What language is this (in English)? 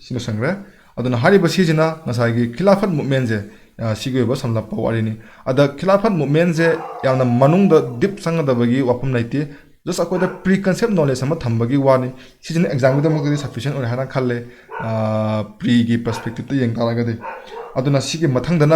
Manipuri